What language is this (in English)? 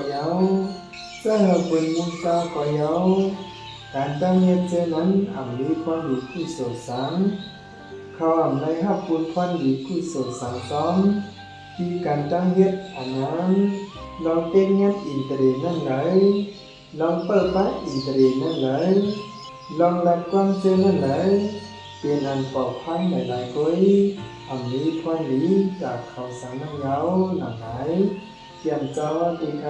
Shan